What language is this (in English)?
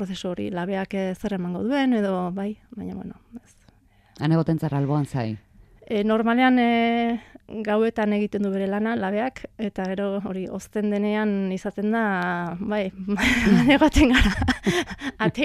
Basque